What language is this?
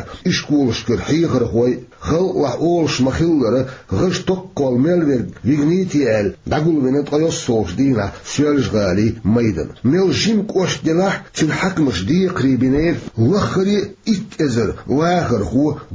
Chechen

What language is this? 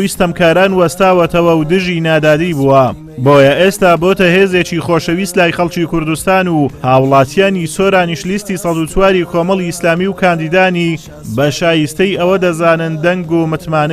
Central Kurdish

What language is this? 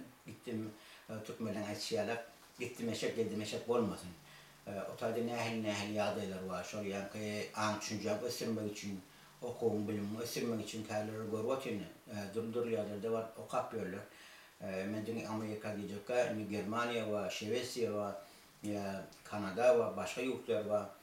Turkmen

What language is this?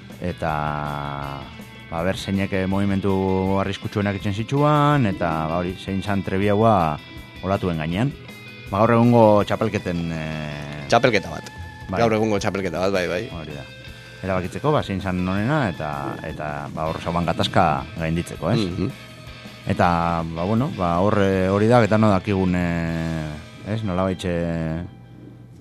Basque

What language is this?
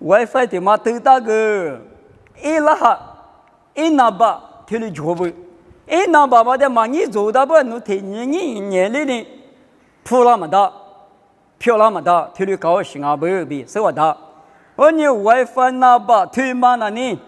Lisu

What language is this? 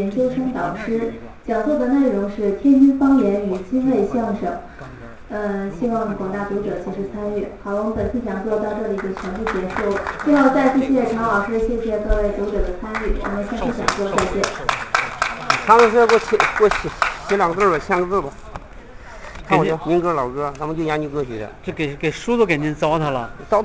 Chinese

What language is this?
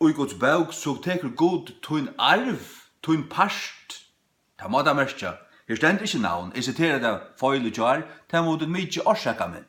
Faroese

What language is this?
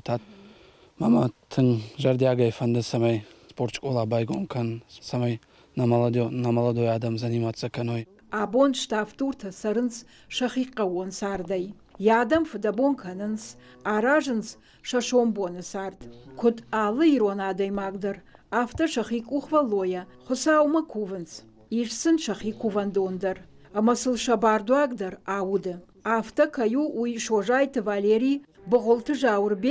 Ossetic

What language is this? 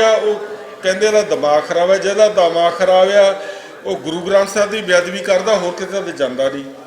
Western Panjabi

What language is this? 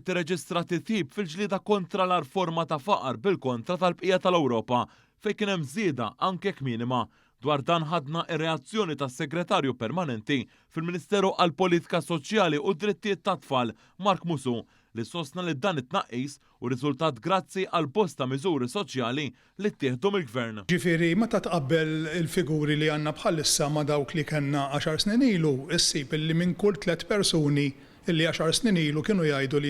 Maltese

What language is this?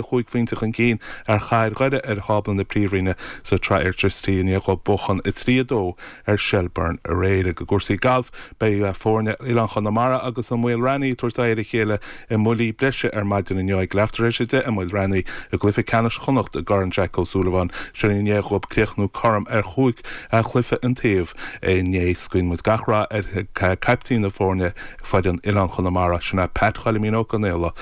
Irish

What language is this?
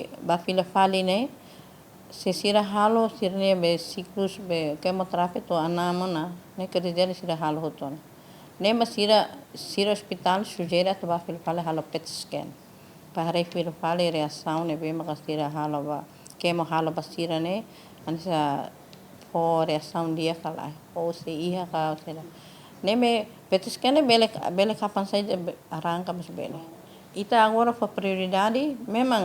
Tetum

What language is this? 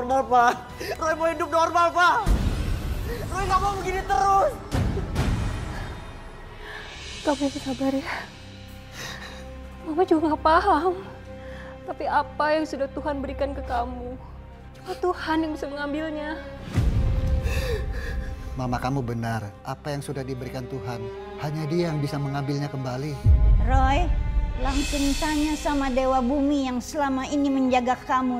Indonesian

